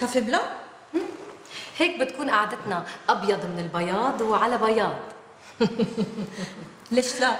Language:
North Levantine Arabic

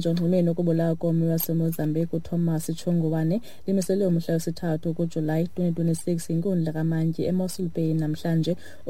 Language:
Xhosa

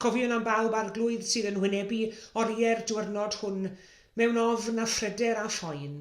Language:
Welsh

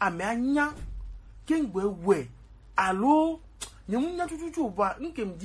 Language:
Gen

